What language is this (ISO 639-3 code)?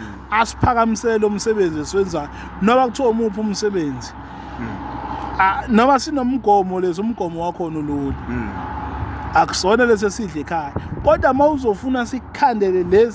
zul